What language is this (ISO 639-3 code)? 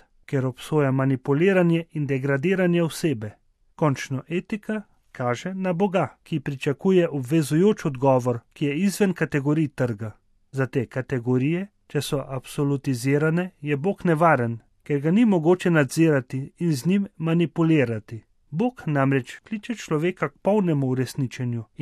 slv